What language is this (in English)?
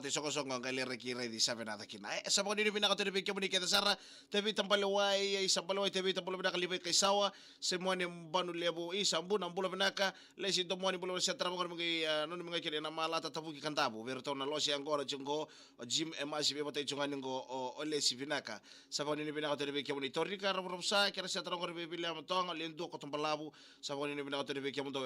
Fijian